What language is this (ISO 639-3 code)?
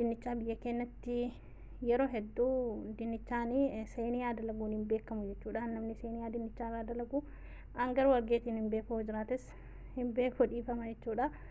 orm